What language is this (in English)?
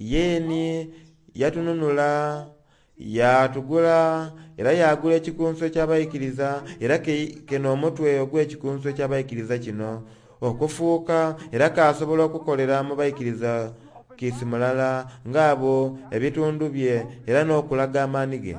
Soga